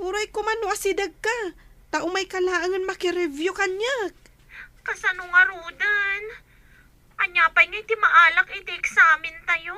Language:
Iloko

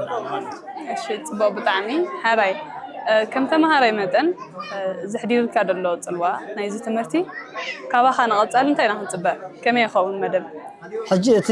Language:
Tigrinya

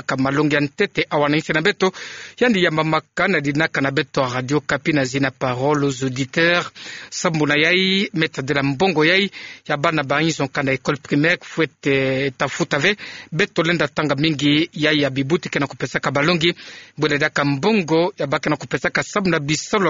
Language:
Kituba (Democratic Republic of Congo)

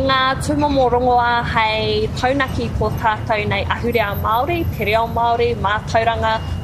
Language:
Māori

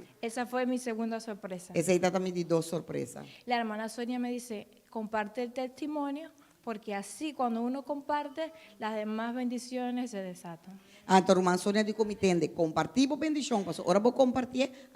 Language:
Papiamento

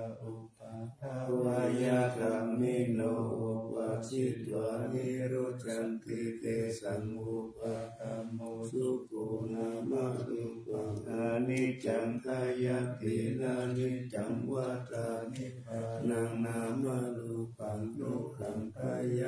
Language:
Pali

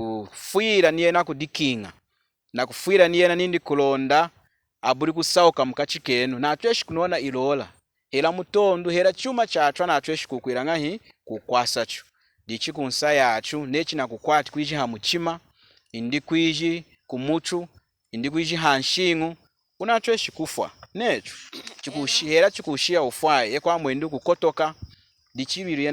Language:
Lunda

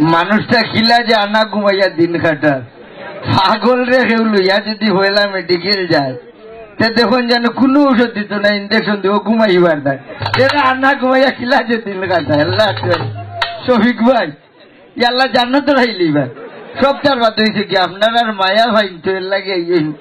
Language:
Sylheti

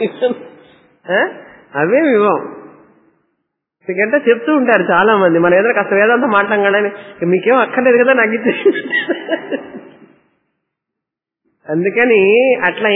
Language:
Telugu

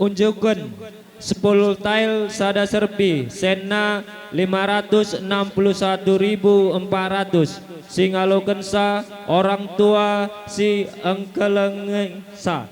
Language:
Batak Karo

